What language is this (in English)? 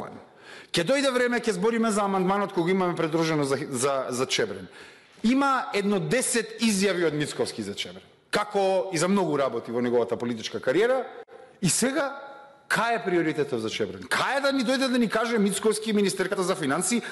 Macedonian